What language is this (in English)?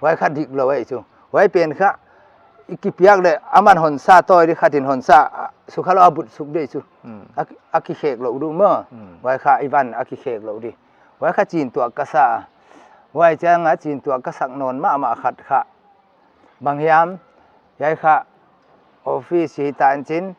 Paite Chin